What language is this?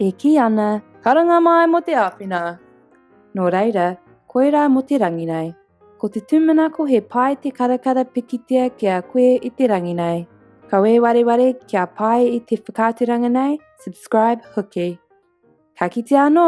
Māori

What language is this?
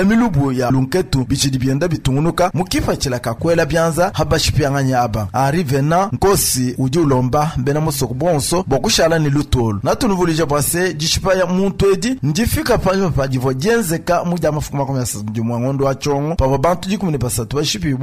Luba-Lulua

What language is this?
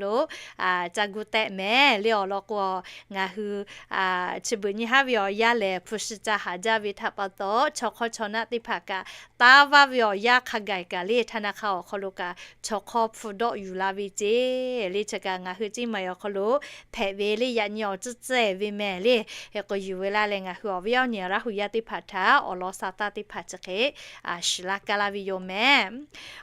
Lahu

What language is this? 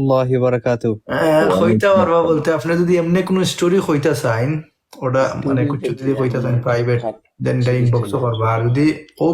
Sylheti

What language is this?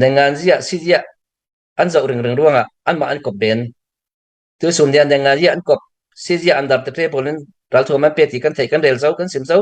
Hakha Chin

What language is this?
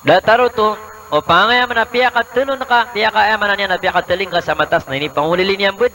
Maranao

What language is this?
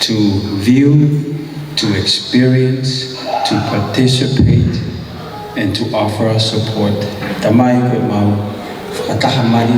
Tongan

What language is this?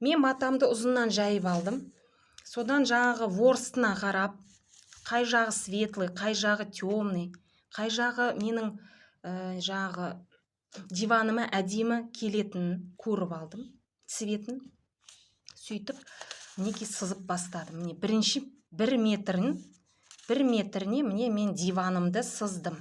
Kazakh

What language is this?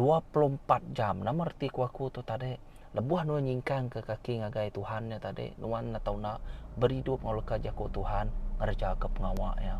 Iban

